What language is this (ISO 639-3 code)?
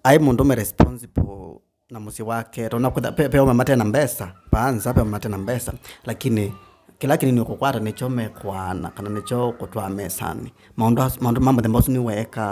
kam